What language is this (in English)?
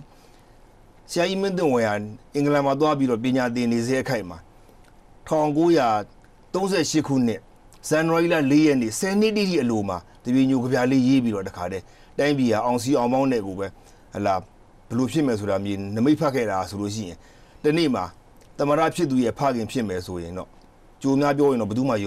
Burmese